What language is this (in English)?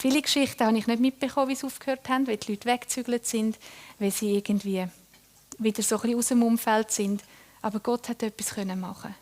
Swiss German